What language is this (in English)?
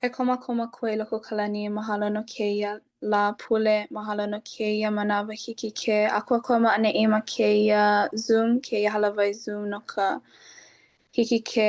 Hawaiian